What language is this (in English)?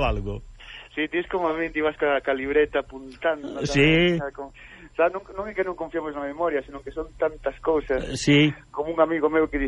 Galician